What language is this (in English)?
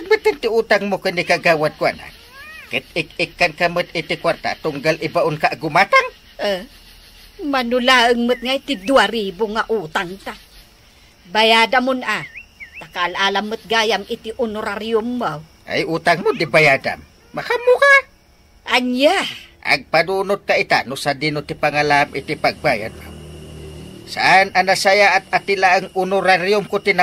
Iloko